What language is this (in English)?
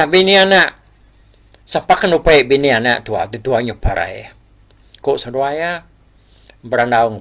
Iban